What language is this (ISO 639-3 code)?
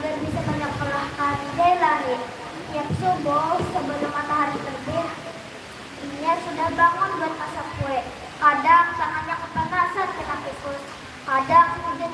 bjn